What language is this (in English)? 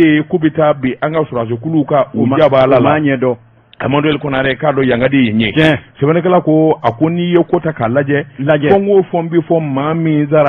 Bambara